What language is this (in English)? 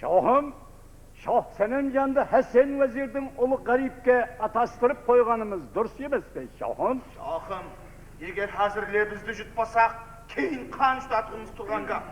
Kara-Kalpak